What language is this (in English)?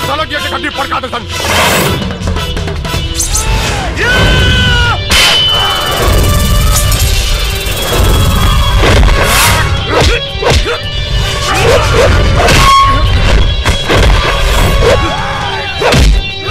Bhojpuri